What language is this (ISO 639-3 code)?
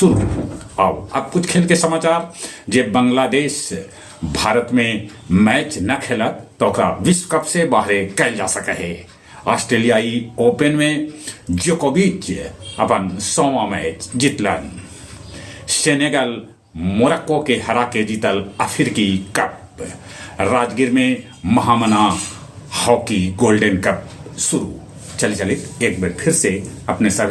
mag